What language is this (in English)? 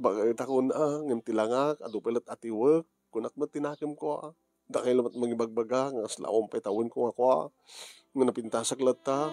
Iloko